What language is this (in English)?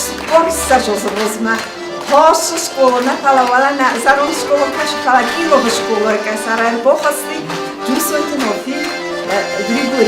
Ossetic